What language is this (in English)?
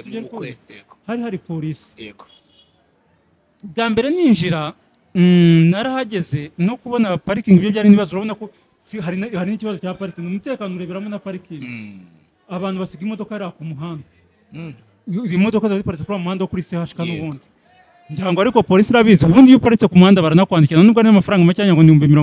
Kinyarwanda